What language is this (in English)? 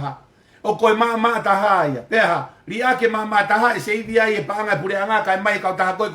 Tongan